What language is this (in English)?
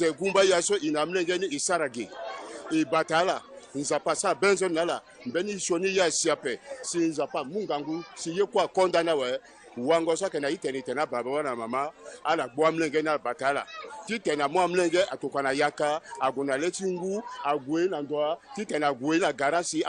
Sango